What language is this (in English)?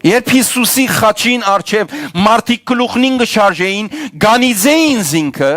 Western Armenian